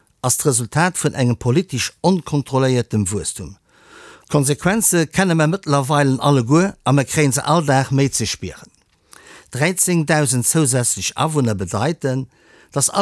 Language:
Luxembourgish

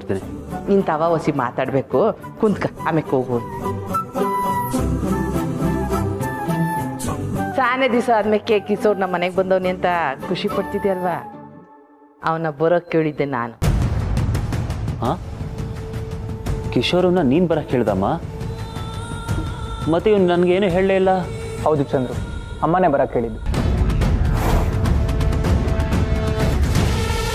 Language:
Kannada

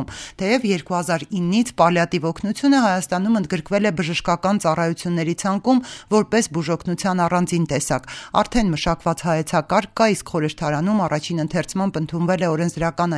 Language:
Armenian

